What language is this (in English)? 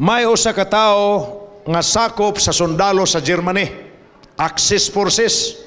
Cebuano